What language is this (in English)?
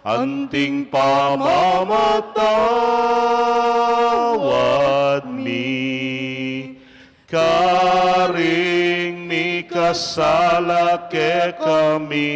Pampanga